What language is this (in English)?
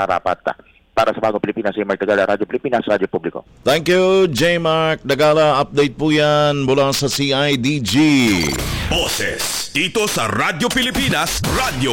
Filipino